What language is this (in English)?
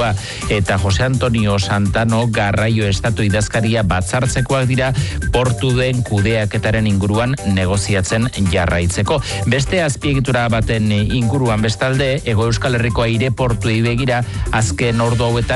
Basque